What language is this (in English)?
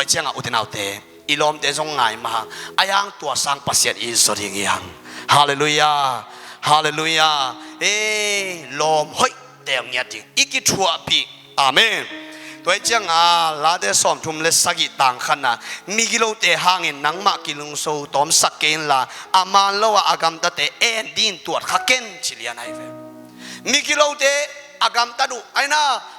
Tedim Chin